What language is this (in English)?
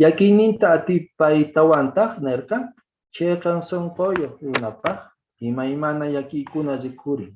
Quechua